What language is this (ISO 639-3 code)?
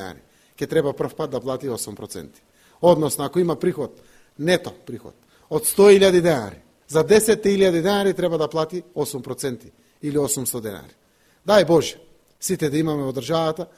mkd